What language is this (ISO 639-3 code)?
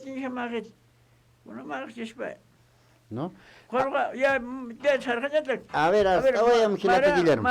aym